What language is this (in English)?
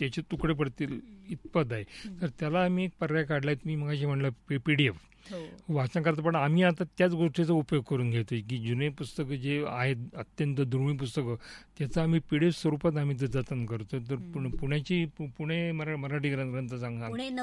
Marathi